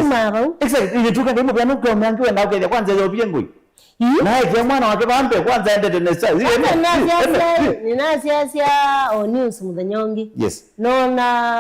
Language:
Kamba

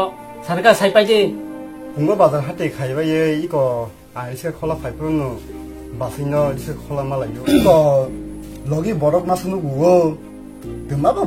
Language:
Kok Borok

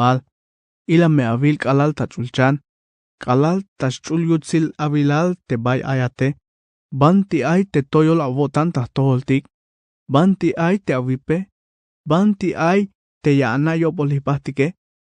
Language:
Tzeltal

